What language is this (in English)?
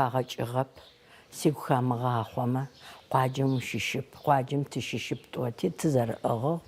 Adyghe